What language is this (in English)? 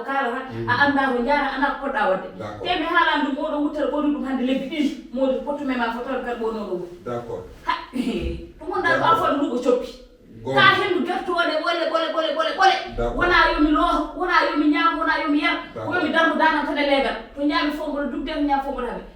Fula